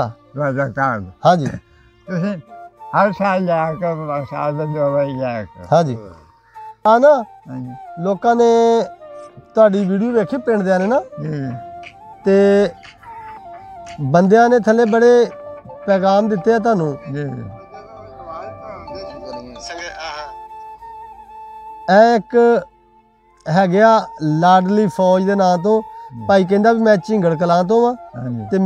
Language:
Punjabi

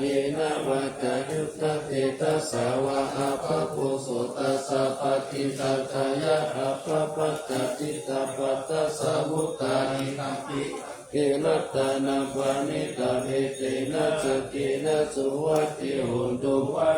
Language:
Pali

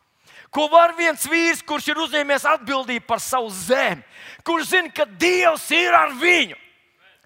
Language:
Latvian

